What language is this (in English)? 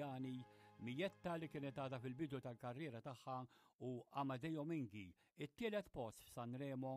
Maltese